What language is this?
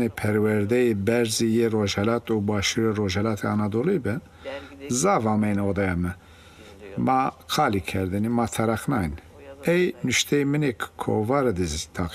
Zaza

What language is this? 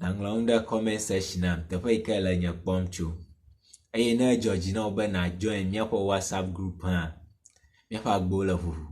Ewe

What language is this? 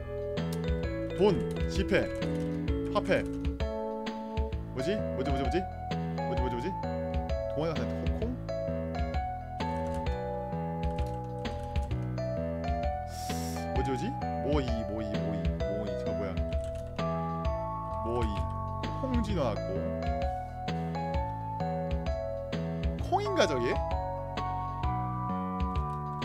Korean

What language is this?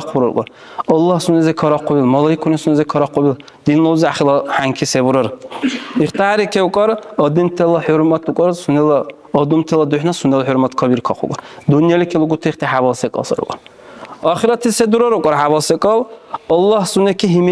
Dargwa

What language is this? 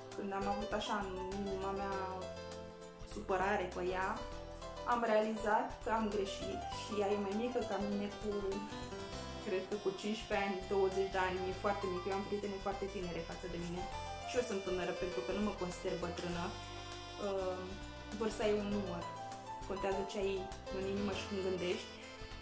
Romanian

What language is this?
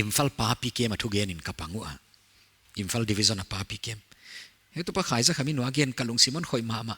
Paite Chin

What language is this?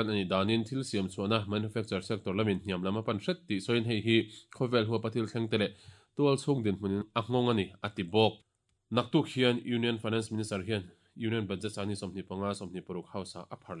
Mizo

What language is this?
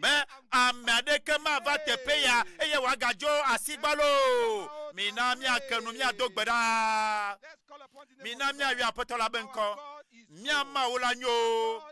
Ewe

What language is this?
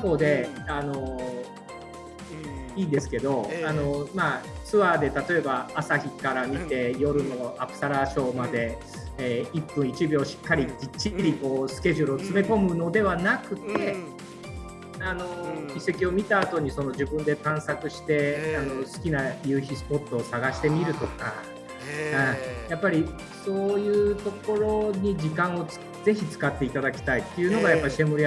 Japanese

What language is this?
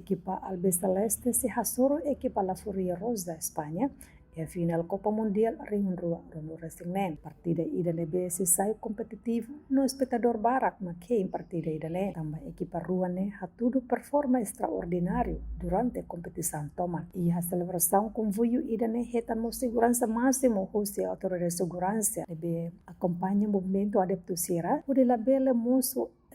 Tetum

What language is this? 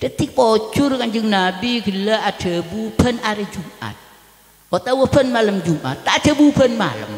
Madurese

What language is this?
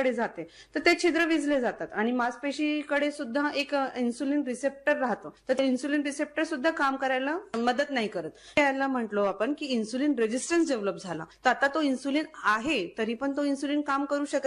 Marathi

